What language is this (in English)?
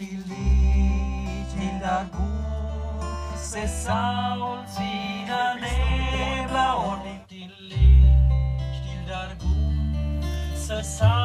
Romansh